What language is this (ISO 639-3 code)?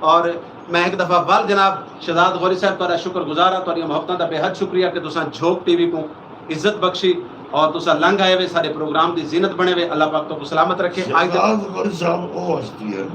skr